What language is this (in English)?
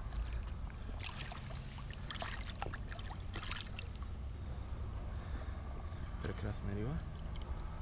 Bulgarian